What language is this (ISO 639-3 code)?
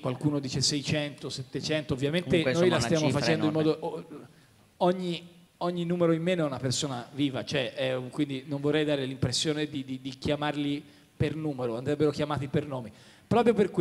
ita